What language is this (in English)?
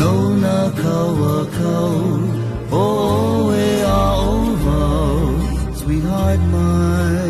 Hawaiian